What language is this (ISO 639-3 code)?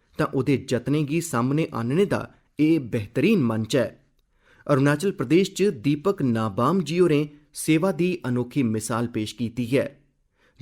doi